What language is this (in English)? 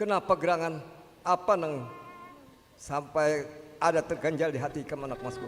Banjar